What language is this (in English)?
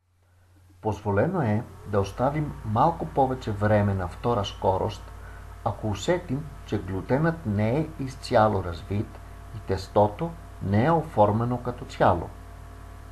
Bulgarian